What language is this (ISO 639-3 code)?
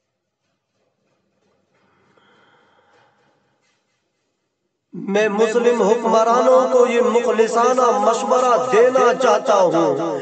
urd